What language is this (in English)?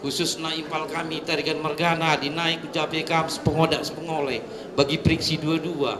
Batak Karo